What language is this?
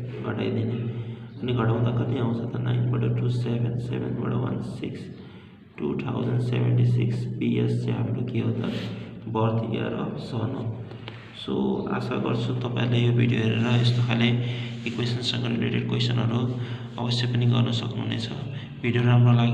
Nepali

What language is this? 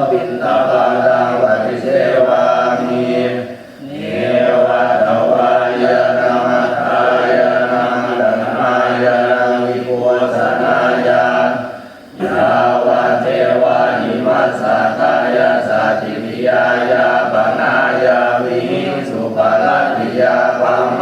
Pali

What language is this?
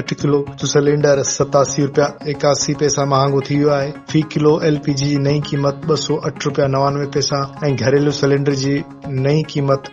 Sindhi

